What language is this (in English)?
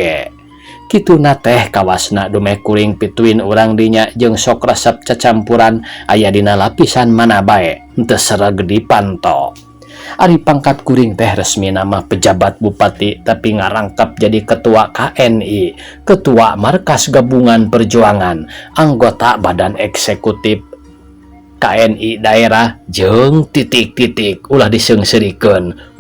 Sundanese